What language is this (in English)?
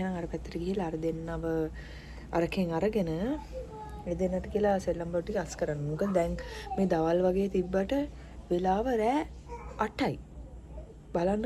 Sinhala